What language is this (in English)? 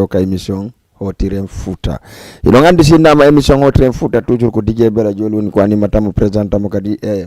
Fula